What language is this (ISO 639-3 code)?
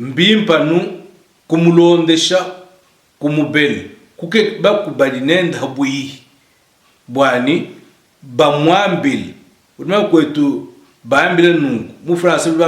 lua